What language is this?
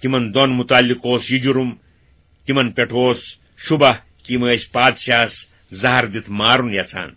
Kashmiri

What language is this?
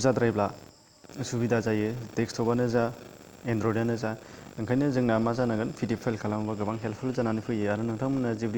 Bodo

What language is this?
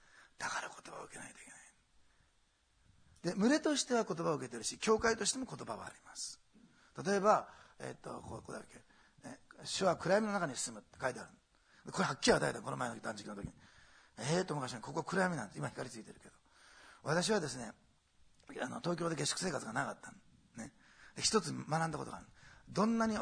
Japanese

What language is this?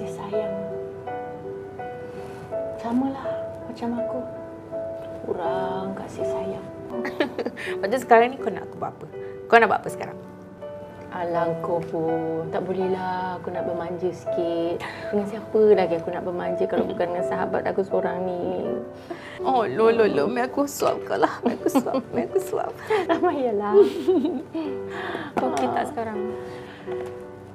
Malay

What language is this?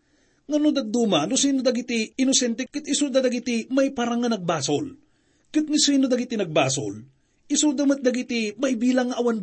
Iloko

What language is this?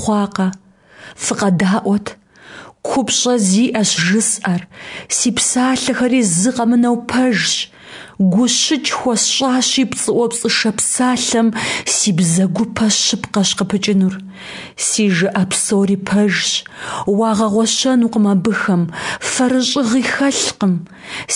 Kabardian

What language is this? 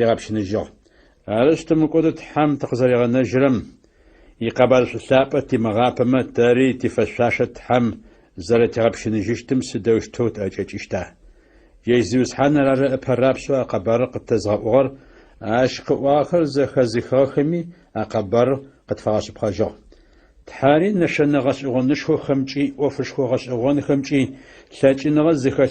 Adyghe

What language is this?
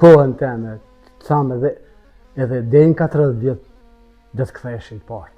Albanian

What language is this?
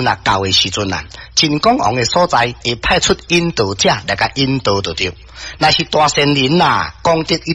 Min Nan Chinese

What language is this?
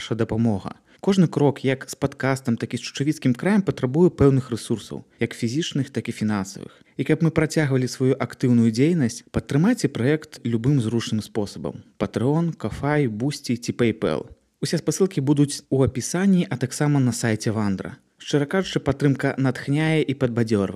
Belarusian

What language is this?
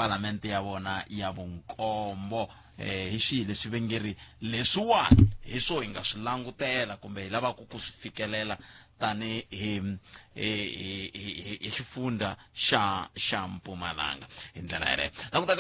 Tsonga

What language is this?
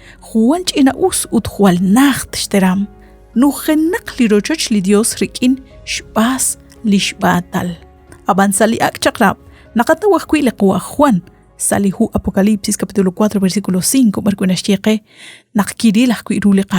Kekchí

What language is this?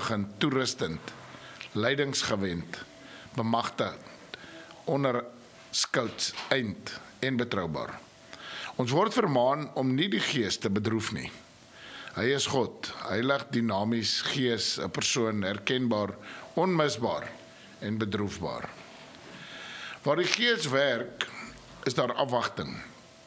Afrikaans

